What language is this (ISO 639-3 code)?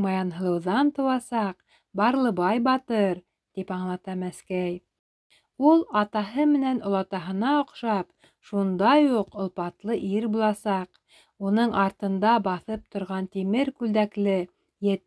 bak